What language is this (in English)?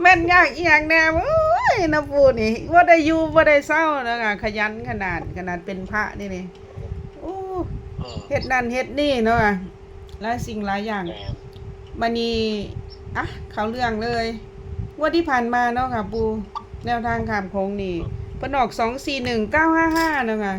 Northeastern Thai